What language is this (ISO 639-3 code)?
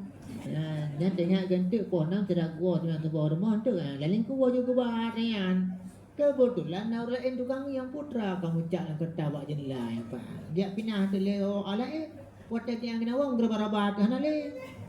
ace